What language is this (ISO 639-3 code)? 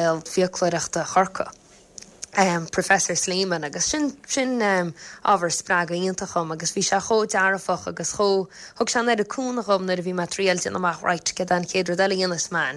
gle